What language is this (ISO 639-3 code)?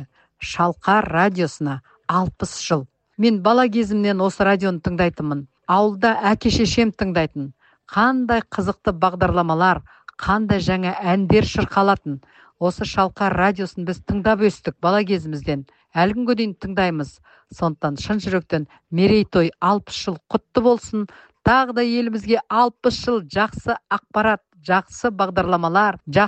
kaz